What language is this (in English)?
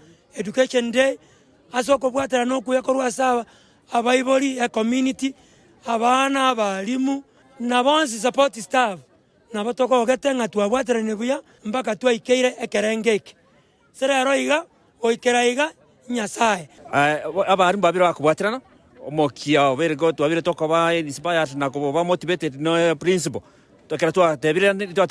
Gusii